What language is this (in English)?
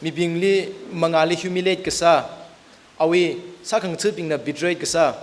Tangkhul Naga (India)